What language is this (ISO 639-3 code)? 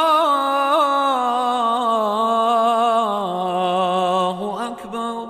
bos